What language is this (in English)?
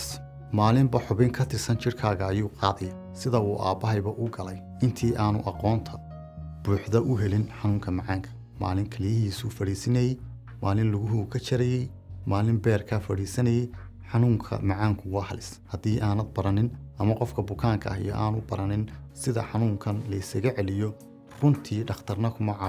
Somali